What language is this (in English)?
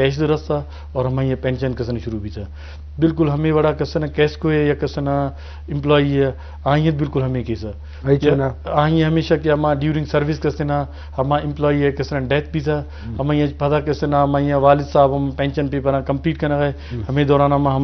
Eastern Balochi